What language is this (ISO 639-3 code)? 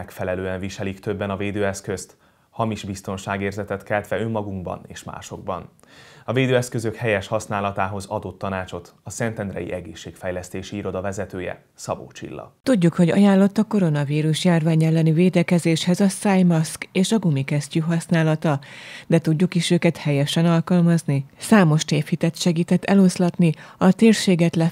hun